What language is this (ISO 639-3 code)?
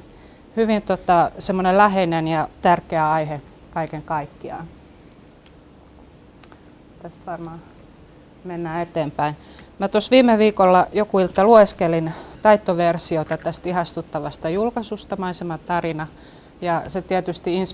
fin